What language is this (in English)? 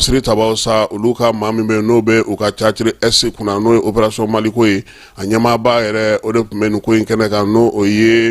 Bambara